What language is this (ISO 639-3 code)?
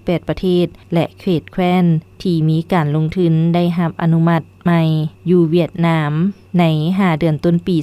lao